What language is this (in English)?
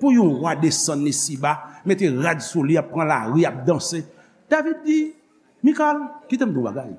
Haitian Creole